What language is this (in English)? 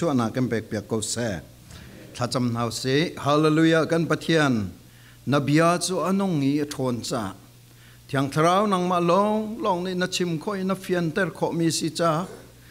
Falam Chin